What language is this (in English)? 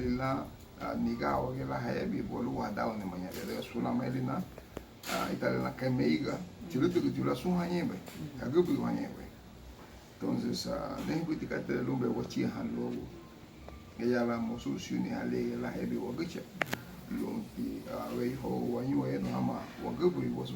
Garifuna